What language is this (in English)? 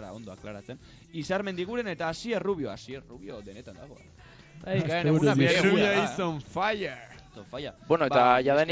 Basque